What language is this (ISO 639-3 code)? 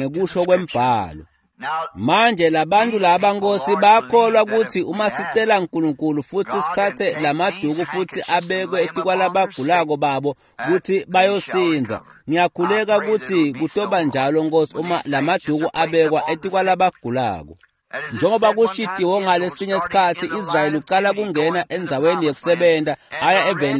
ssw